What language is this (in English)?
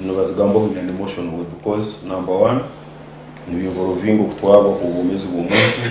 Nyankole